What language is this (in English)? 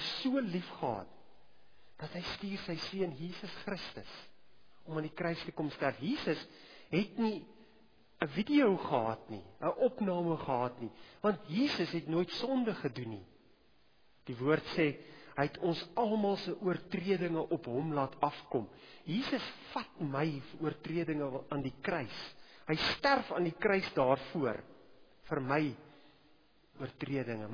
Afrikaans